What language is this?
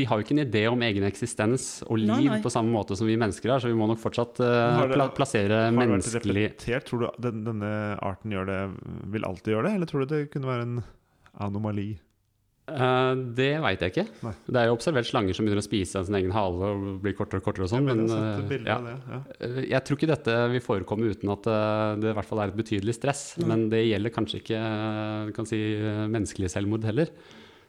Norwegian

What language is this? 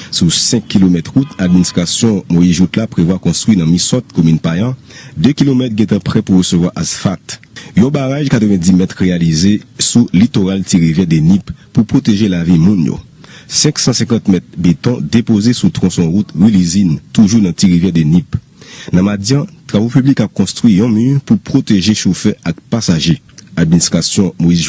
Haitian Creole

